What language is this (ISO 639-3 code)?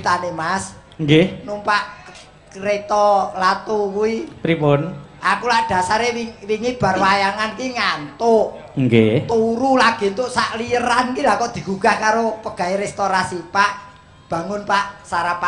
jav